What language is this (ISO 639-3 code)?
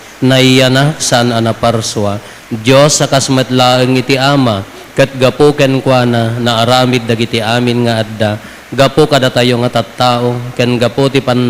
ilo